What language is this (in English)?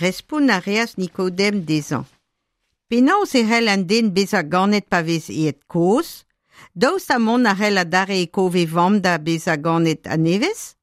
Breton